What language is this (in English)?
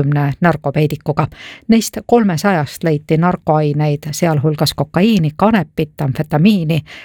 Estonian